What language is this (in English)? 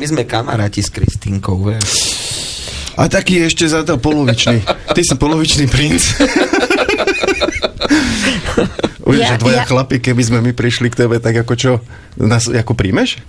Slovak